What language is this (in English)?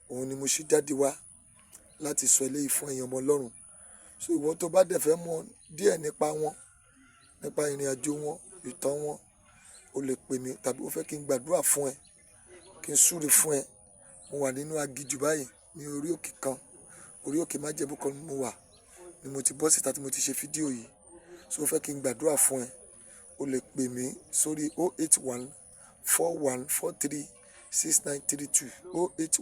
Yoruba